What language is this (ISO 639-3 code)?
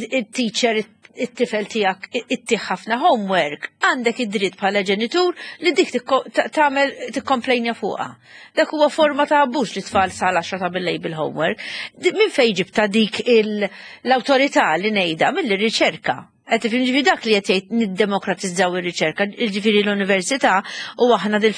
mlt